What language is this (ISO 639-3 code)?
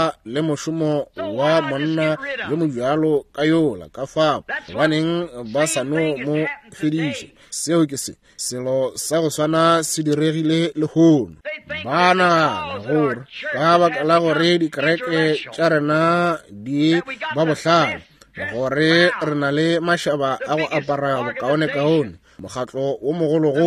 nso